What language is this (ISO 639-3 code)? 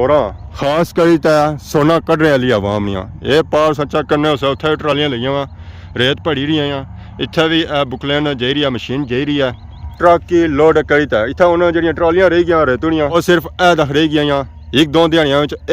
phr